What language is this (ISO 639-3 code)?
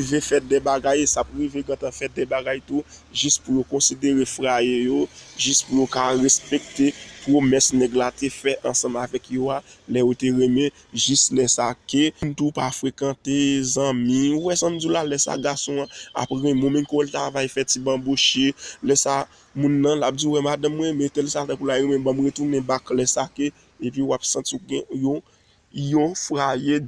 hat